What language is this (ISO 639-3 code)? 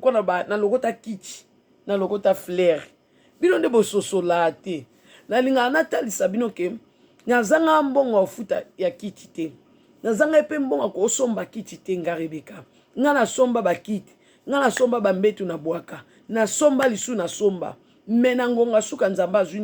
lin